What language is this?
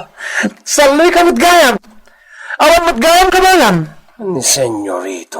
Iloko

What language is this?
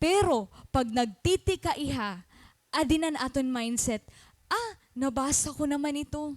Waray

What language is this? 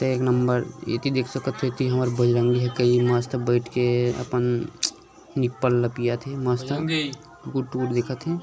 Chhattisgarhi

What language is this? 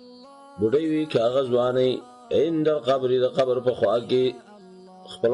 Pashto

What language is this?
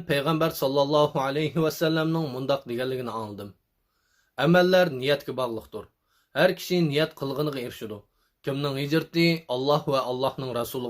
Uyghur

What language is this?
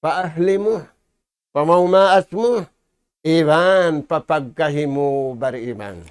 Tausug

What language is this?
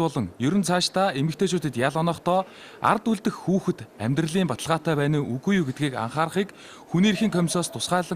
Mongolian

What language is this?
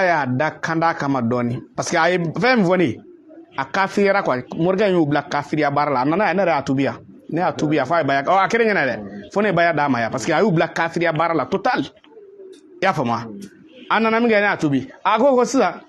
Bambara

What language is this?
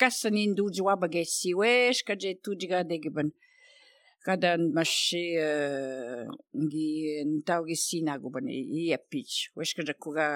Slovenian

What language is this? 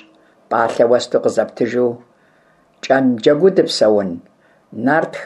Kabardian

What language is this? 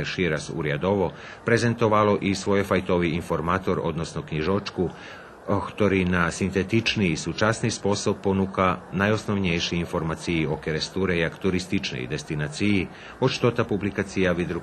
Rusyn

